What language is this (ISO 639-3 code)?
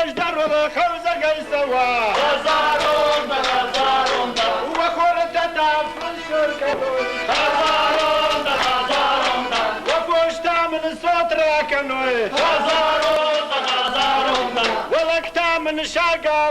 oss